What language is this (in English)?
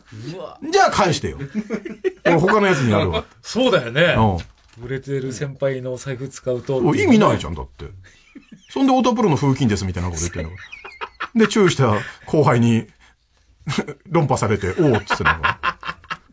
Japanese